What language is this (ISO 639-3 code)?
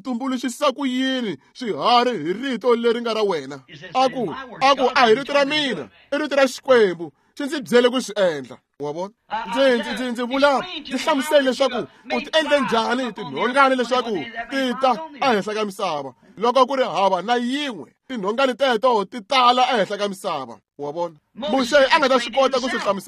tso